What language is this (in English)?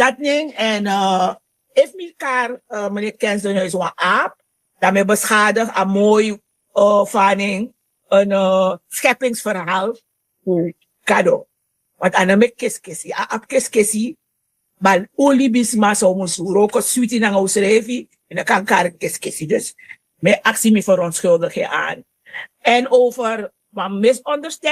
Sranan Tongo